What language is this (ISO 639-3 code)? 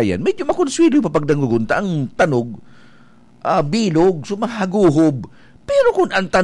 bik